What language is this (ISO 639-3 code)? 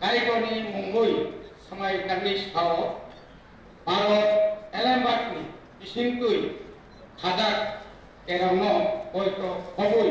trp